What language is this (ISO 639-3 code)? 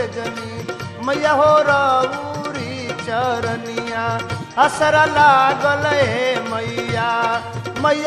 bho